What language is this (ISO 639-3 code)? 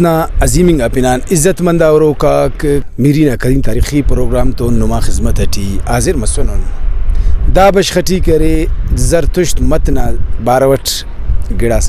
brh